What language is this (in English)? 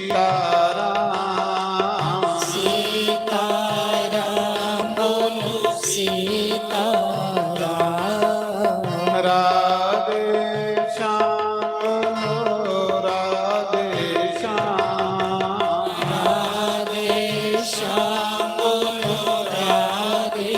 Dogri